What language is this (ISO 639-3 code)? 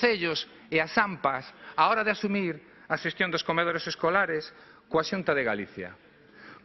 glg